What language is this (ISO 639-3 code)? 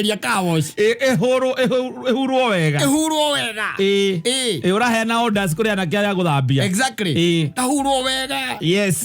kik